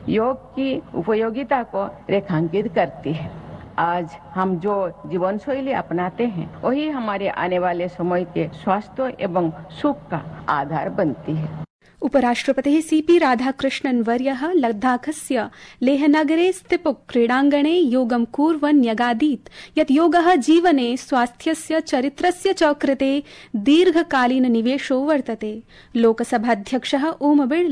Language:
Sanskrit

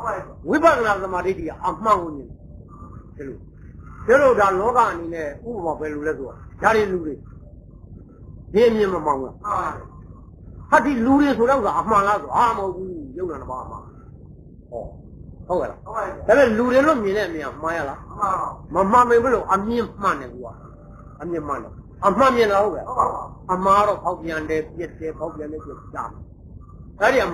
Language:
Burmese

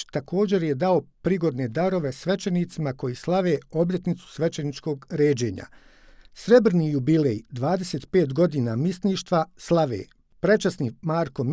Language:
Bosnian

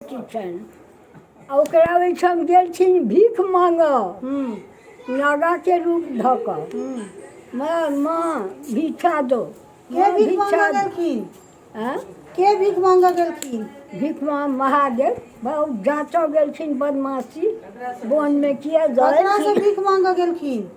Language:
Maithili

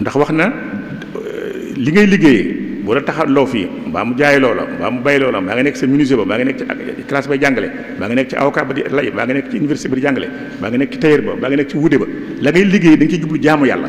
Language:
Wolof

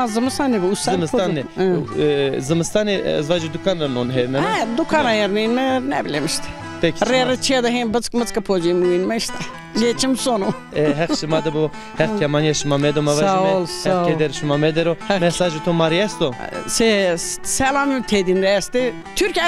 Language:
Zaza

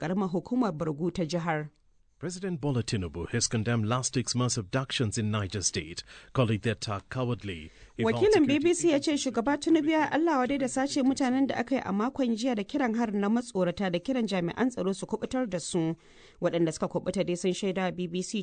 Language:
Hausa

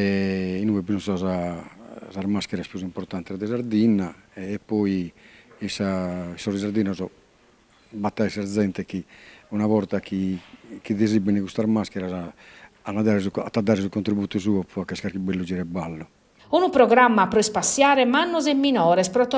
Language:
Sardinian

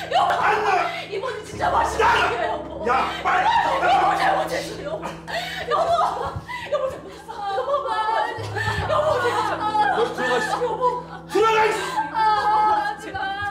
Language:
Korean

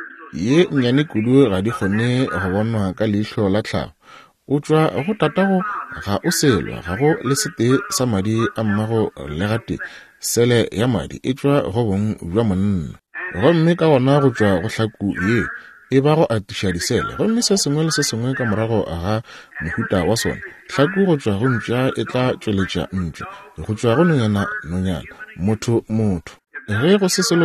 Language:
Northern Sotho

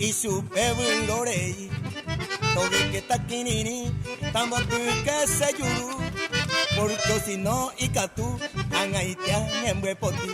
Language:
Guarani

